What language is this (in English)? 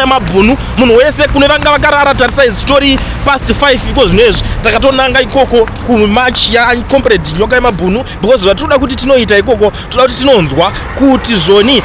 Shona